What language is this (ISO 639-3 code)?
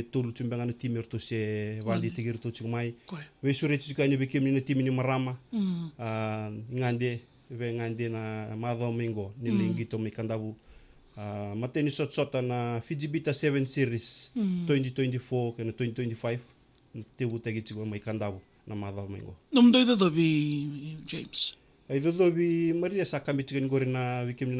fij